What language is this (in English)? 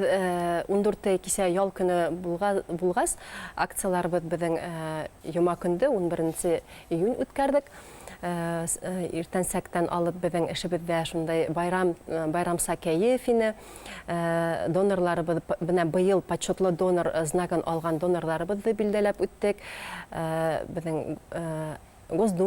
Bashkir